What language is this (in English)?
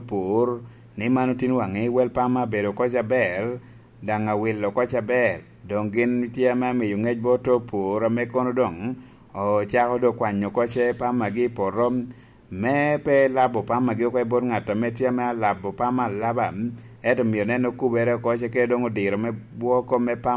Lango (Uganda)